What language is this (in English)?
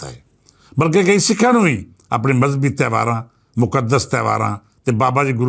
Western Panjabi